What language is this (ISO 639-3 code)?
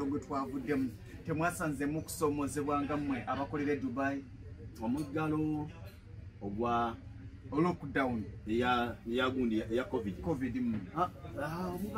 lug